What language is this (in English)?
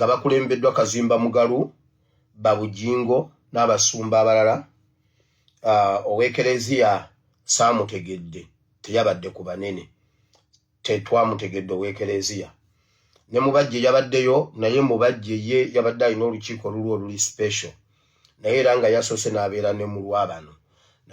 Ganda